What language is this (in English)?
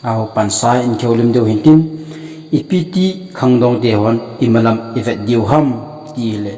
Thado Chin